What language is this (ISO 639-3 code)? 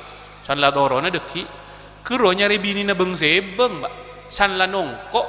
mad